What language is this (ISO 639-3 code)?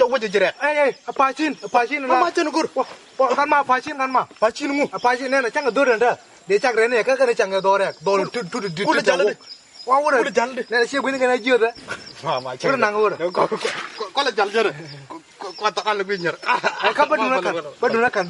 nus